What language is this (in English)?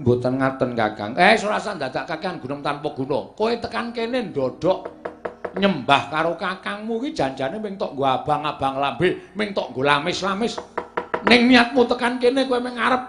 Javanese